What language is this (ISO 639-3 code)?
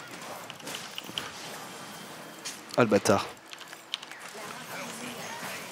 fra